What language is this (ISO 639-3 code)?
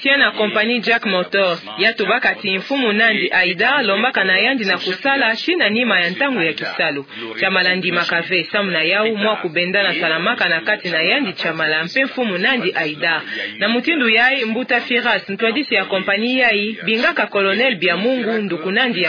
ktu